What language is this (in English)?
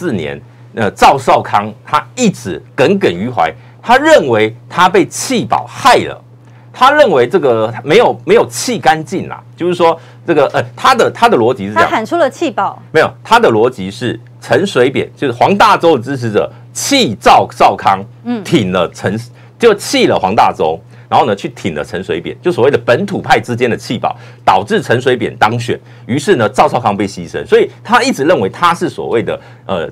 Chinese